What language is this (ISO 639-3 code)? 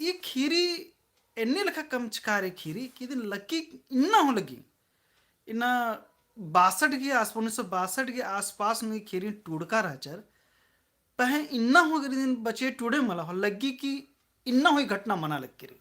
kru